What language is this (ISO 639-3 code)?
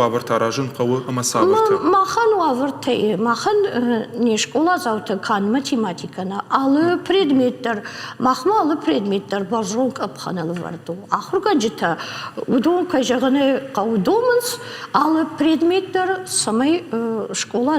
oss